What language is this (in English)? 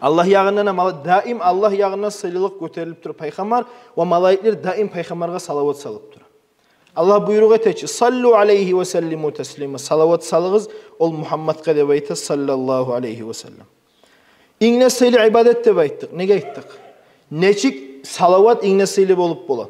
Kumyk